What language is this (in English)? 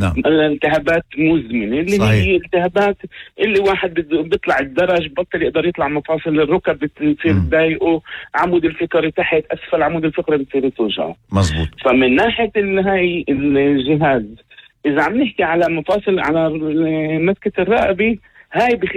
North Levantine Arabic